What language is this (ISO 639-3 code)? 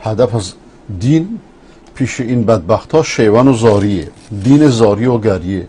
fas